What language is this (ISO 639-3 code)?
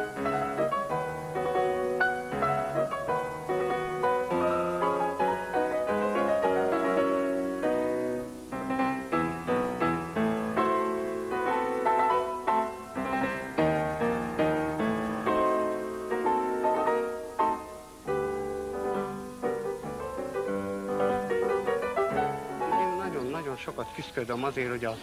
hun